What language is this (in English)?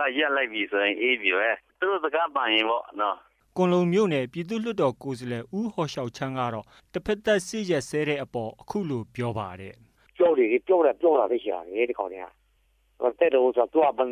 Burmese